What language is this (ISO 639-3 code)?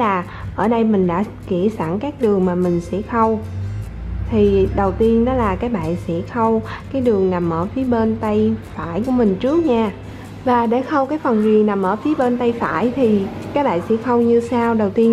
vie